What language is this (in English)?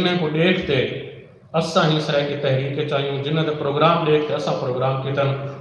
Saraiki